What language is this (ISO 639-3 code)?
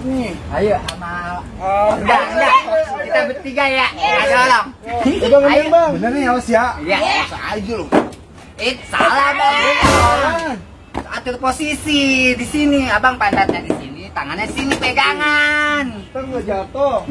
bew